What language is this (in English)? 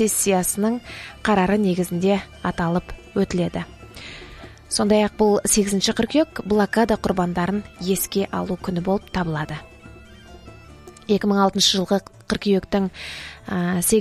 Kazakh